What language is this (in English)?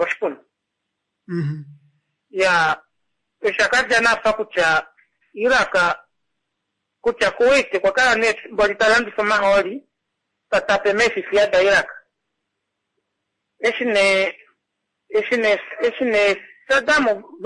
Swahili